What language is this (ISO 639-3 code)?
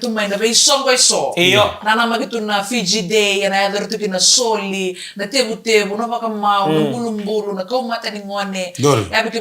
fij